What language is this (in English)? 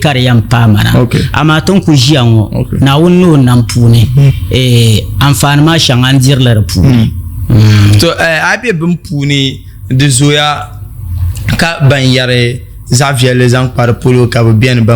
Dagbani